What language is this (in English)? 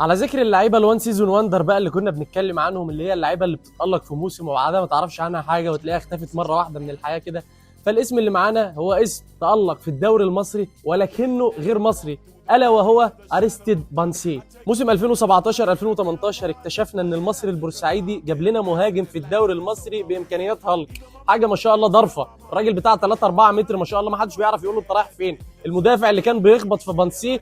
Egyptian Arabic